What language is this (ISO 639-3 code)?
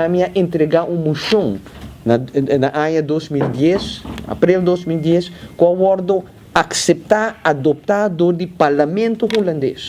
pap